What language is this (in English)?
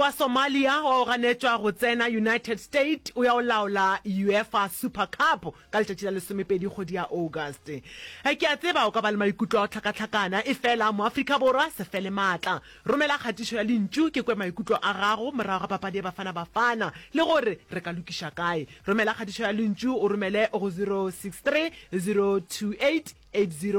Northern Sotho